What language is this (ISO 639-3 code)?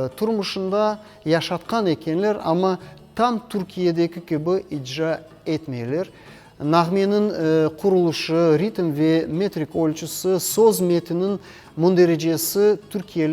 crh